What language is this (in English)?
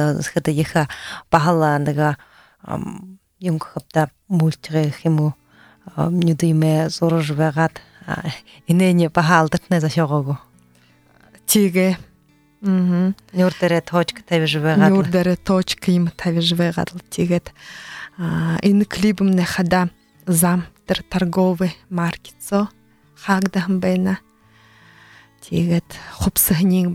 Buriat